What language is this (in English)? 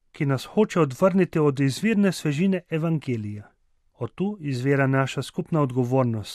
Slovenian